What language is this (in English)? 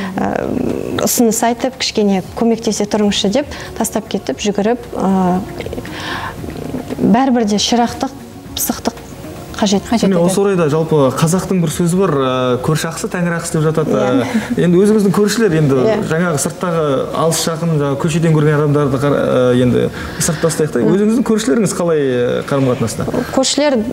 Kazakh